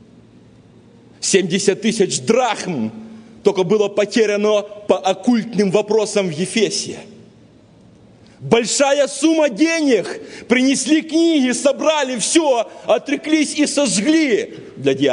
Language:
Russian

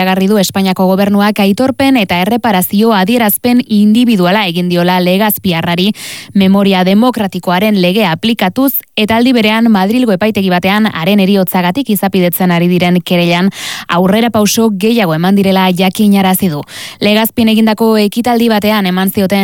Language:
Basque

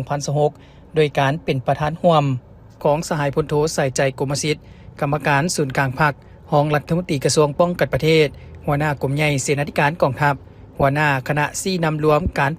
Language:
Lao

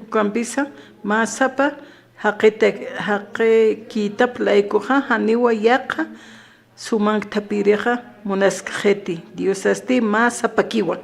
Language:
Aymara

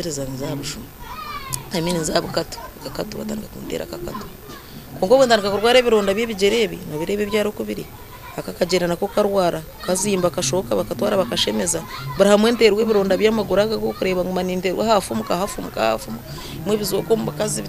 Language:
Nyankole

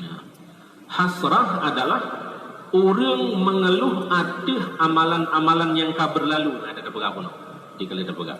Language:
Achinese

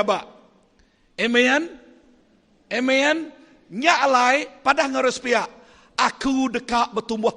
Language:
Iban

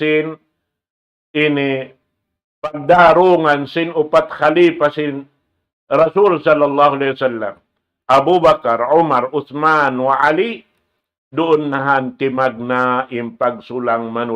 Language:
Tausug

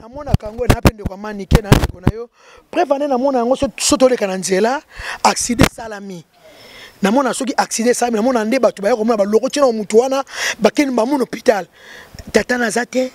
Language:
Lingala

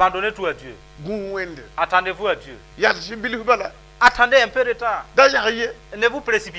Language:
Mossi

